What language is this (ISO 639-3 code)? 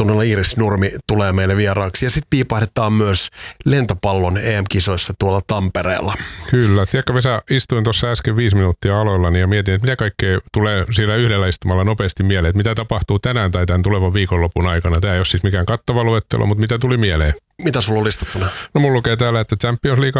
fin